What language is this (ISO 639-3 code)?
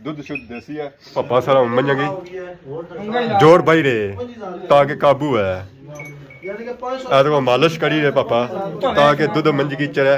phr